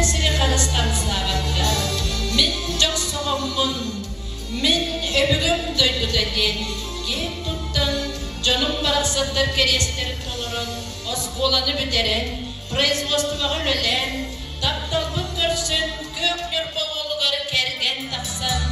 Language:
Yakut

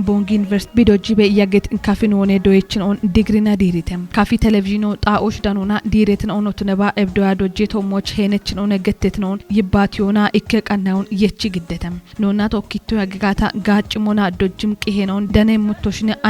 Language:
Kafa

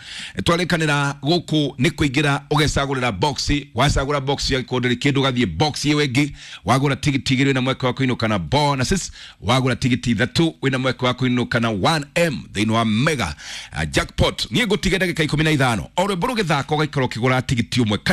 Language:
Kikuyu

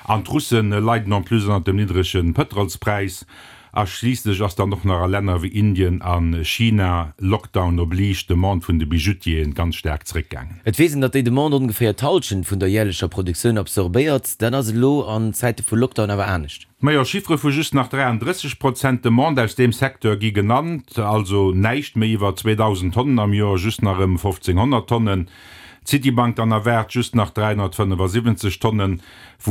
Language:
Luxembourgish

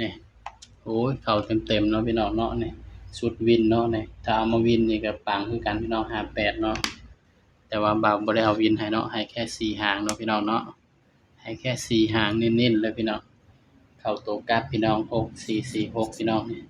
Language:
Northeastern Thai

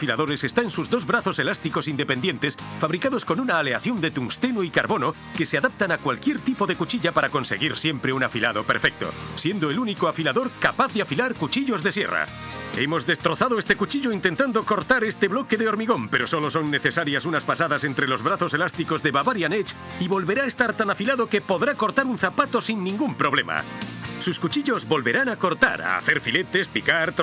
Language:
Spanish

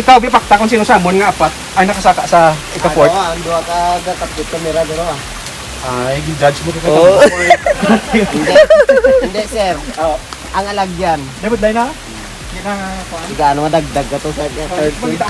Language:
Hiligaynon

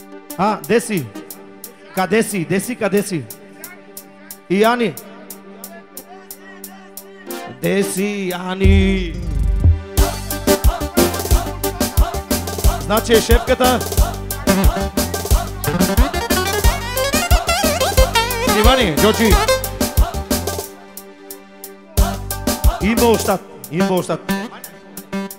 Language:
Bulgarian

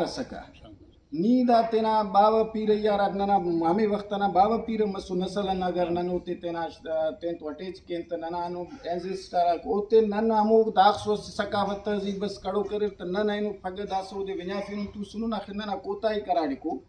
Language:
Brahui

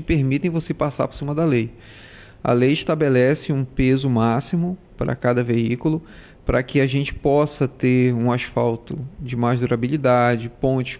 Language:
Portuguese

